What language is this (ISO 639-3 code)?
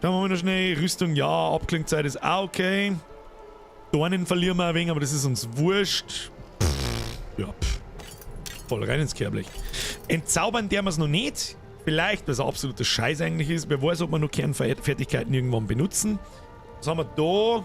bar